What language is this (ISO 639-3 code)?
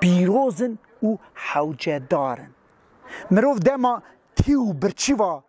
kur